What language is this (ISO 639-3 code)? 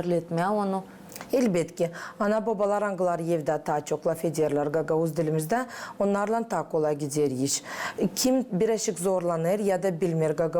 gag